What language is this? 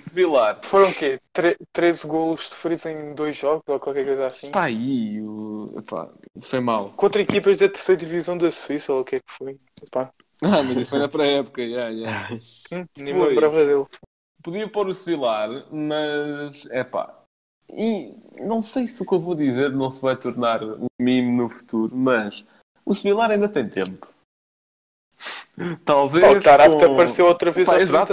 Portuguese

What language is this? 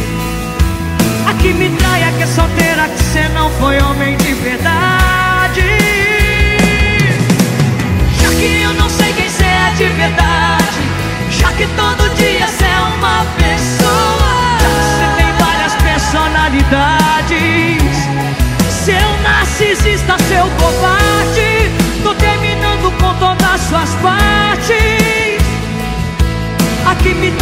Portuguese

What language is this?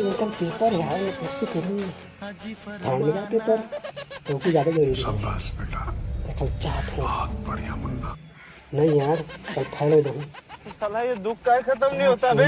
Chhattisgarhi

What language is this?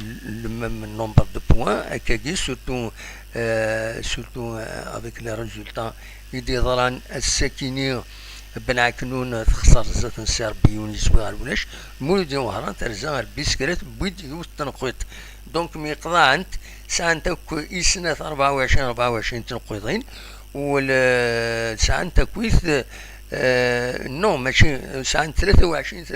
Kabyle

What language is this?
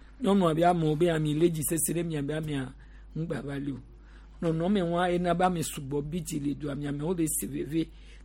Gen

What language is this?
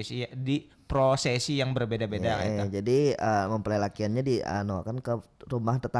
Banjar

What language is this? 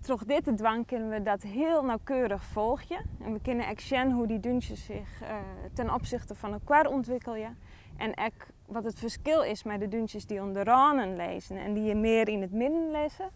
Western Frisian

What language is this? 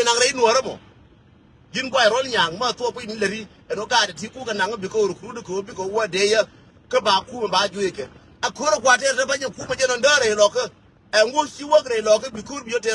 Nuer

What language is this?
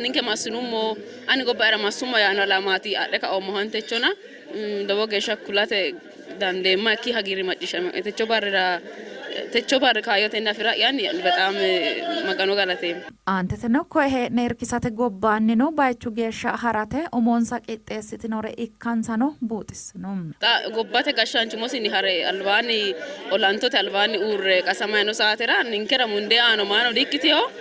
Sidamo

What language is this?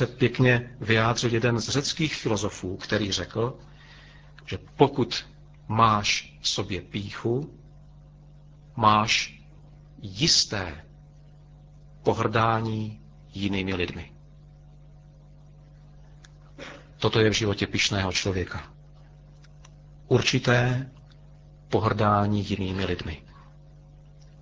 Czech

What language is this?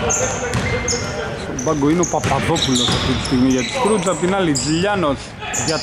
Greek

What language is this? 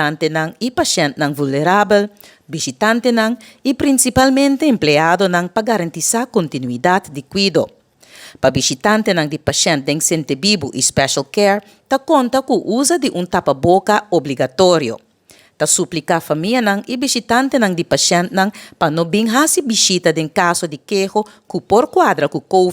Papiamento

